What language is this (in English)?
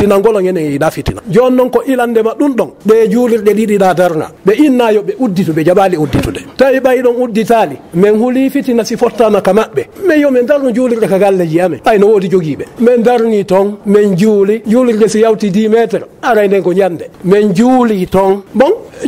Fula